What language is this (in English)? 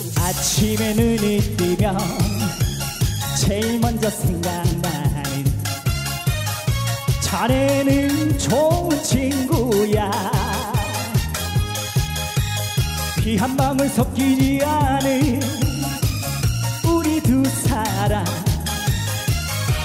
Korean